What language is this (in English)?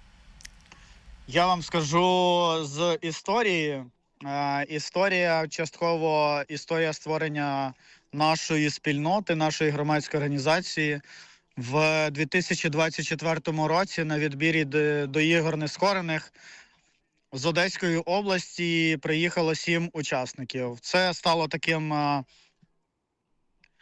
Ukrainian